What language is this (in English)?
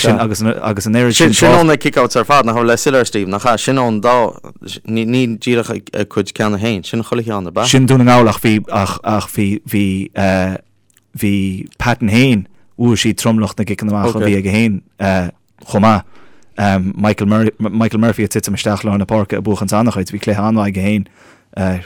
Irish